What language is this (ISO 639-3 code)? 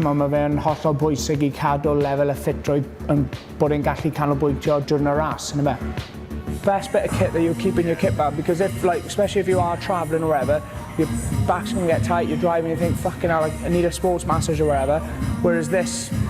cym